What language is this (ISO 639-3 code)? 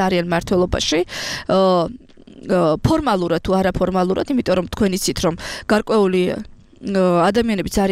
kat